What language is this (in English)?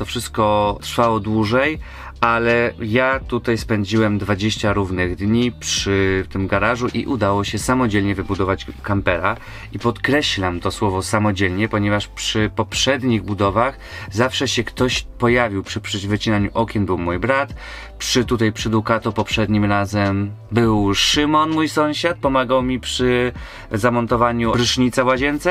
Polish